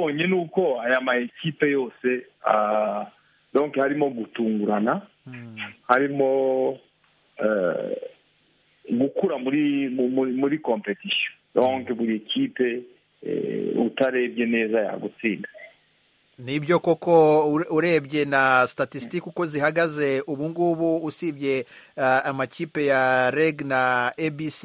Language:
Kinyarwanda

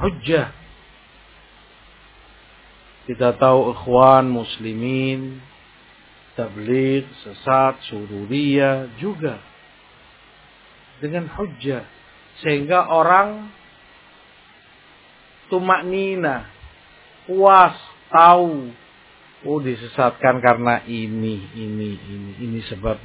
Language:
Indonesian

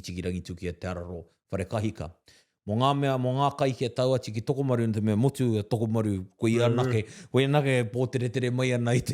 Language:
Māori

